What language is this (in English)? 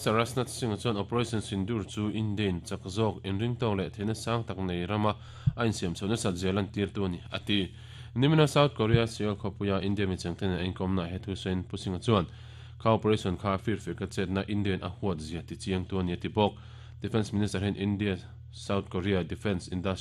Mizo